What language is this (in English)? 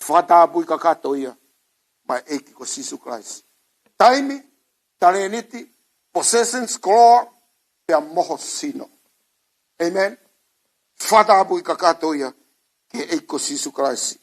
Tongan